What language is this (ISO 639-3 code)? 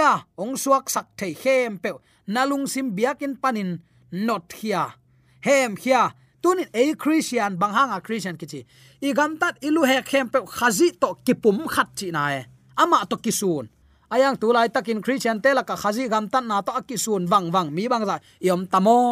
ctd